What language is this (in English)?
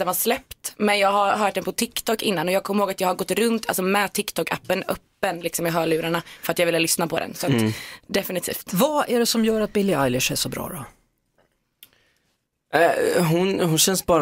Swedish